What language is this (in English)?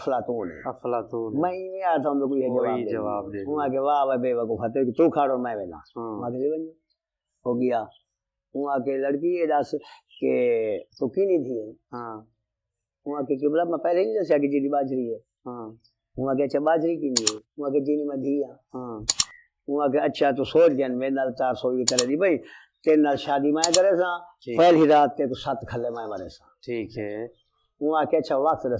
Saraiki